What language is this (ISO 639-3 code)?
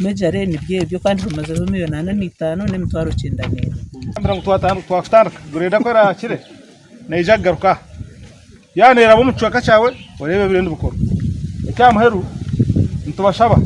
nyn